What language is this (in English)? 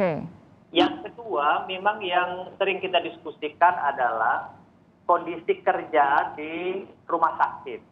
Indonesian